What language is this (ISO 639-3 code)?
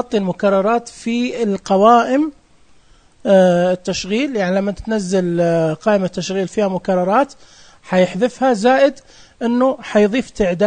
ars